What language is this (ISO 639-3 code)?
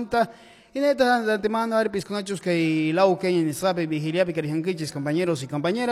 que